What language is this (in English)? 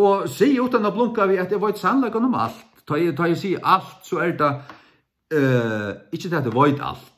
Faroese